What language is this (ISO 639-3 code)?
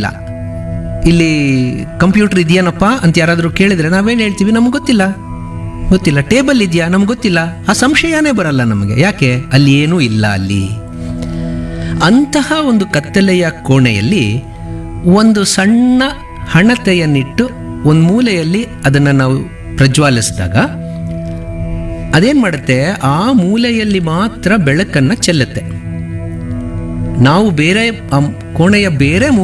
kan